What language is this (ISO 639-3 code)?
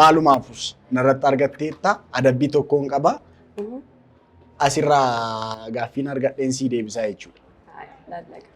orm